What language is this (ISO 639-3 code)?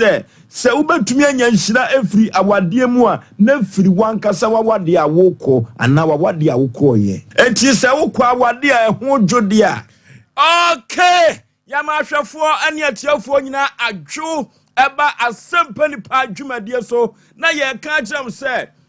aka